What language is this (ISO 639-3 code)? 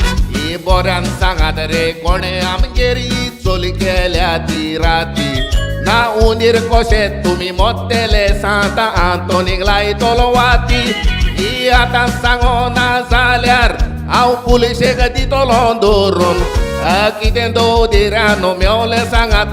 kok